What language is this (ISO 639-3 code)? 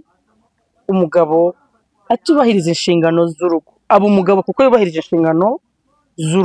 kin